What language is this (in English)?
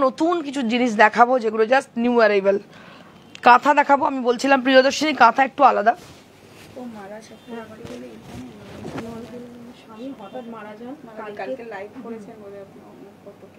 Bangla